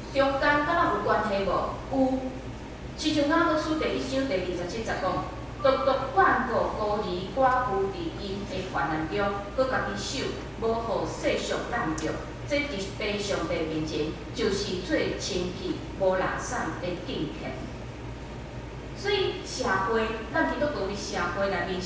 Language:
Min Nan Chinese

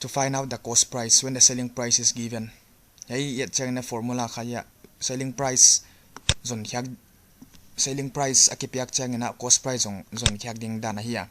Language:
Paite Chin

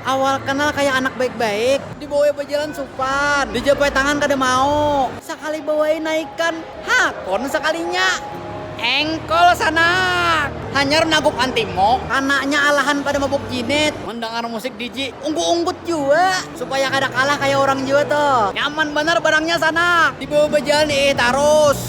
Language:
Banjar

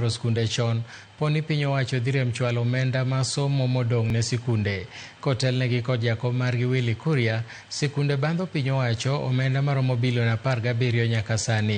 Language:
Luo (Kenya and Tanzania)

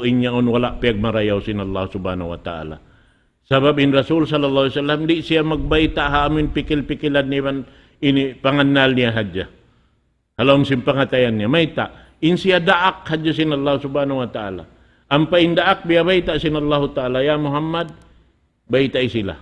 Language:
Tausug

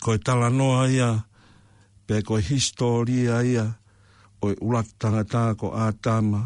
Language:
Tongan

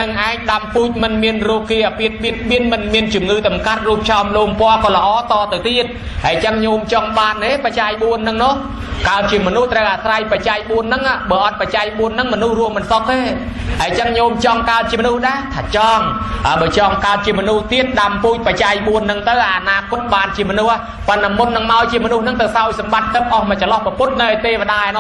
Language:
Khmer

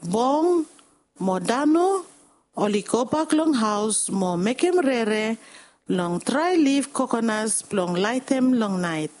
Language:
Bislama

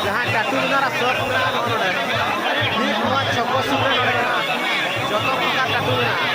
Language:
Santali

